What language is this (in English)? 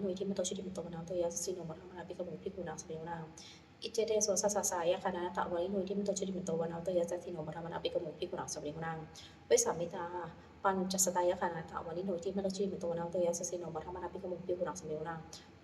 Pali